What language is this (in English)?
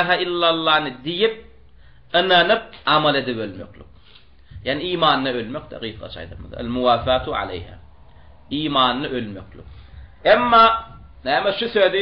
Turkmen